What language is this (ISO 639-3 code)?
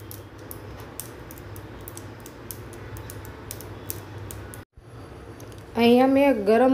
guj